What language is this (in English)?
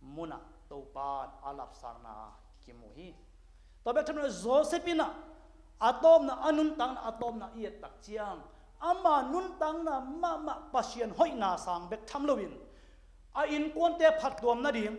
Tedim Chin